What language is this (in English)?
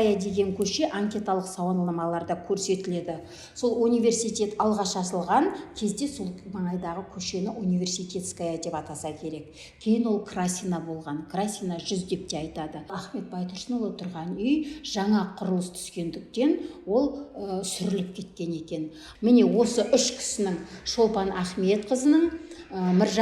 Kazakh